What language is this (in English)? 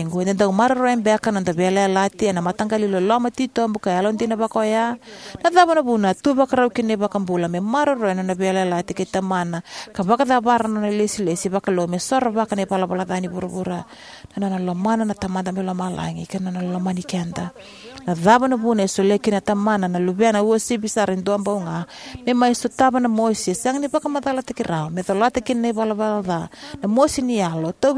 Fijian